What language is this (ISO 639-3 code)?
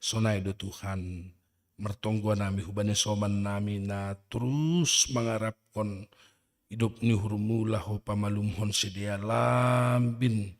bts